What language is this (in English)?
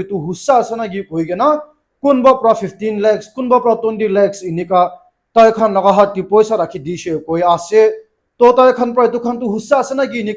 Naga Pidgin